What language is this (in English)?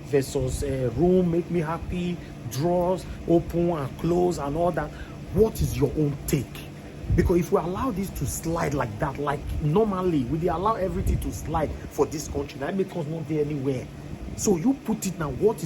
Nigerian Pidgin